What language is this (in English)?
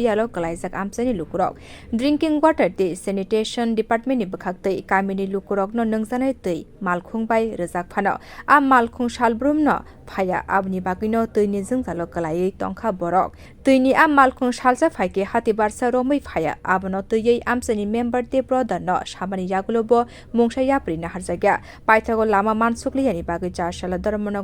Kok Borok